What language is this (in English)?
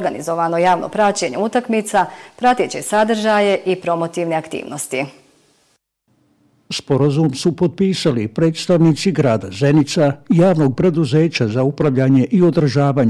Bosnian